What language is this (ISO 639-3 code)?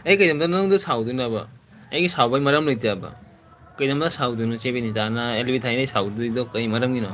mni